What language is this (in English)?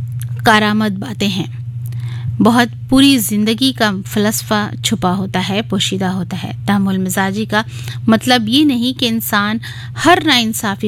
Urdu